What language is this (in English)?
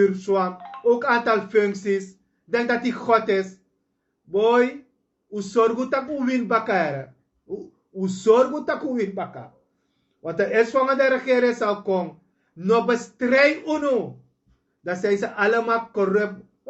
Sranan Tongo